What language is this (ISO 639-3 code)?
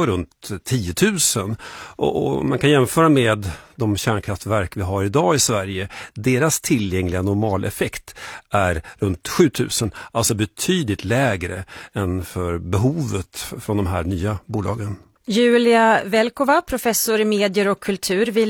swe